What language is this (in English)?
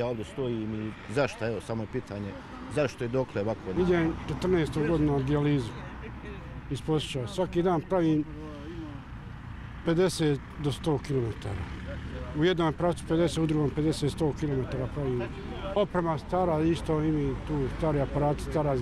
Croatian